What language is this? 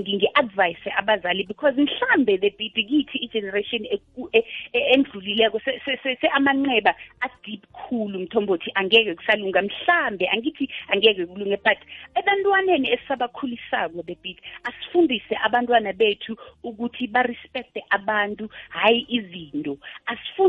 South Ndebele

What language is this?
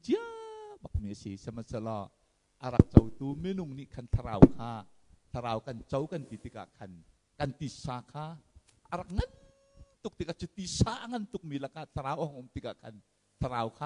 Hakha Chin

